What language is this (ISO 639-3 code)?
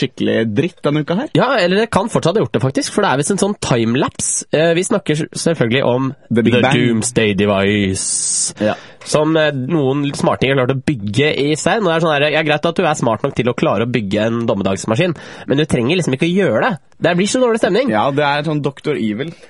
nor